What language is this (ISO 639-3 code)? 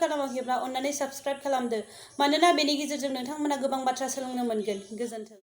brx